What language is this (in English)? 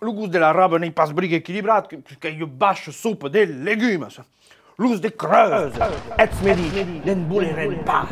Occitan